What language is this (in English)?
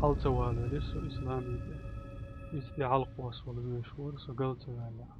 Chechen